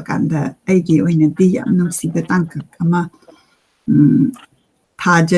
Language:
Manipuri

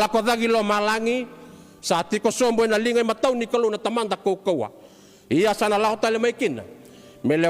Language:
Fijian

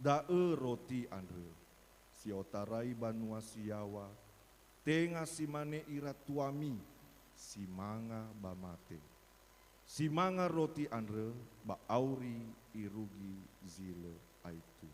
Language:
Nias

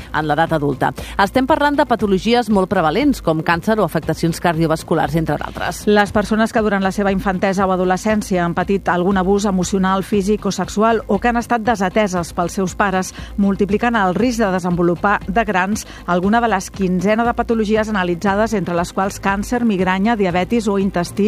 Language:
Catalan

